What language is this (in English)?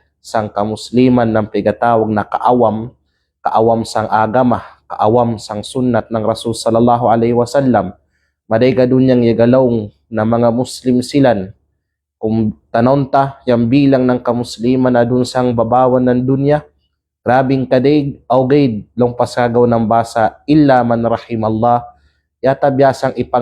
Kalagan